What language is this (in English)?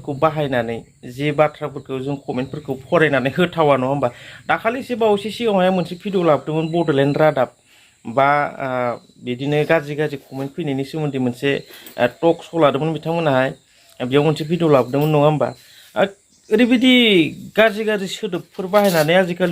Bodo